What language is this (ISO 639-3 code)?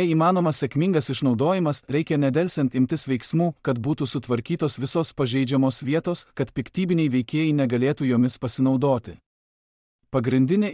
lit